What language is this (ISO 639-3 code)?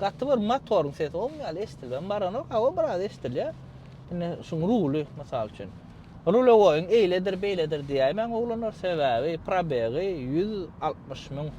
tuk